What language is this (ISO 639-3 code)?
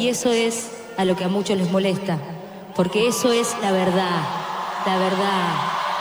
spa